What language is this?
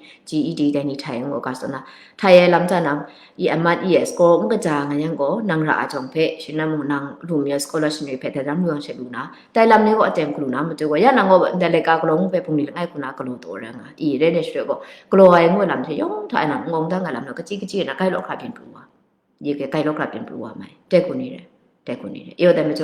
Kachin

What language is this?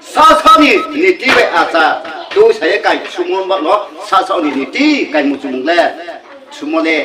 Riang (India)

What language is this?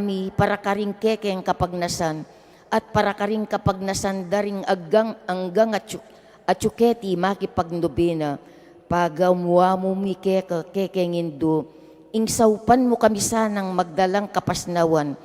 Pampanga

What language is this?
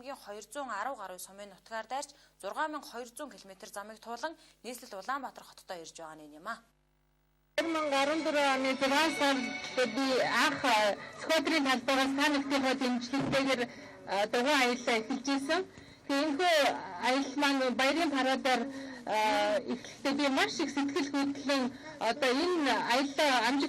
Mongolian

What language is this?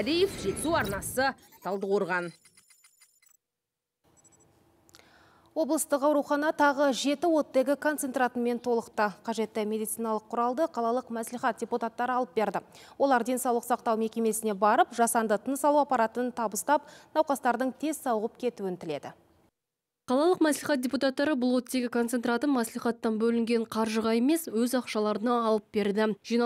Kazakh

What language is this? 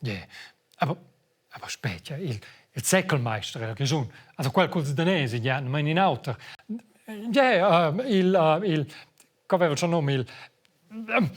Romansh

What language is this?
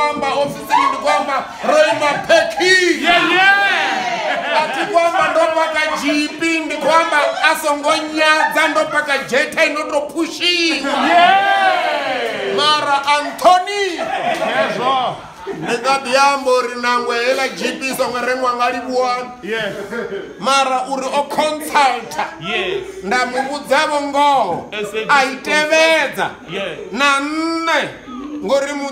Venda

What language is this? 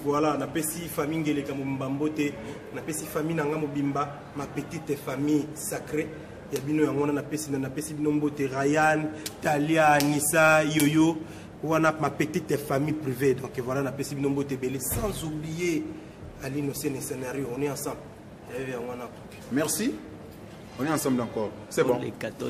Lingala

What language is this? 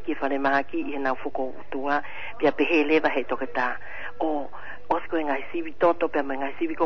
Tongan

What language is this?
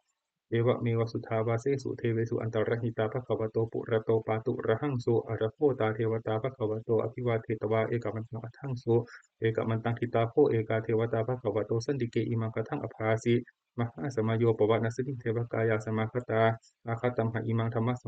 Pali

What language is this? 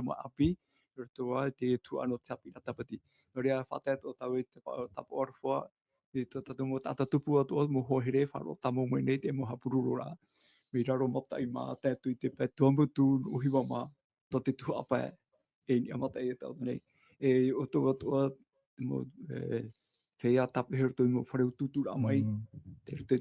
Tahitian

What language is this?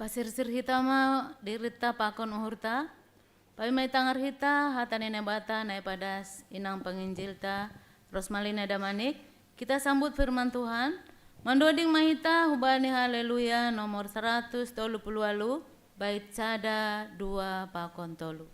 Batak Simalungun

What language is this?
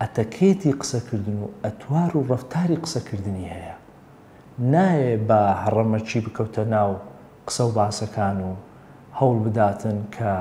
Central Kurdish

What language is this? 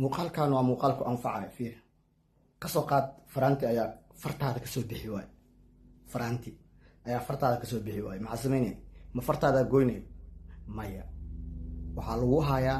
Somali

